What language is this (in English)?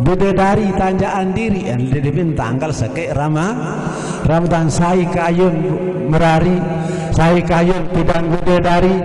Sasak